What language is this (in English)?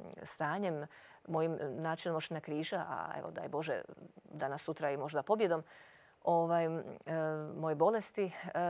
Croatian